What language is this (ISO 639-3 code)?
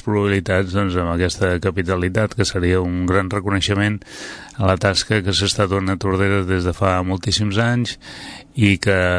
cat